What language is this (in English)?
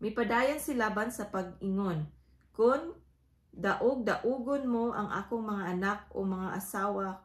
Cebuano